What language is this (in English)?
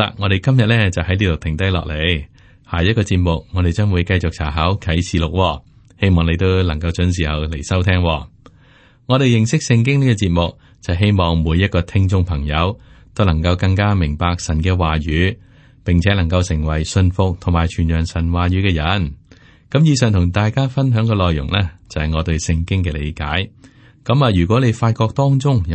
Cantonese